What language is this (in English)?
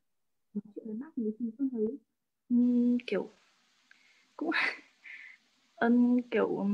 Vietnamese